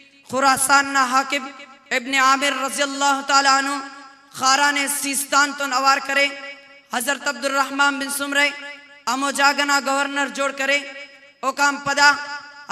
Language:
Brahui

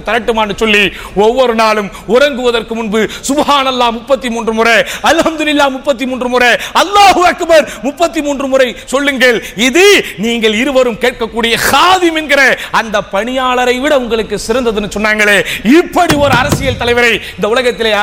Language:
Tamil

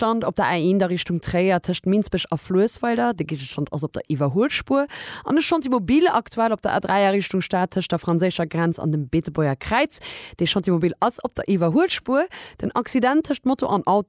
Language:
Luxembourgish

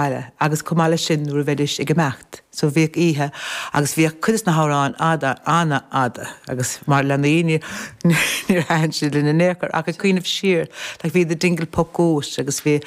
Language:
Irish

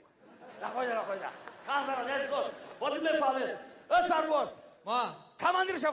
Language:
Tajik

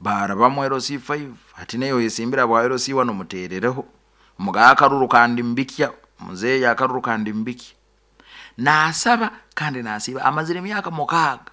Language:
Nyoro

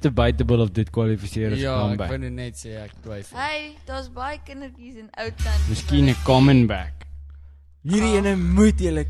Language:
Afrikaans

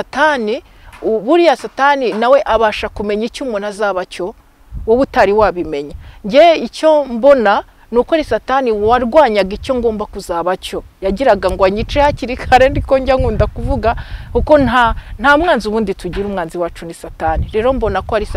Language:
Kinyarwanda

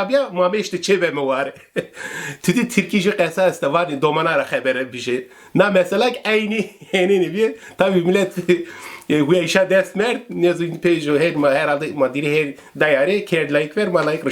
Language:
Zaza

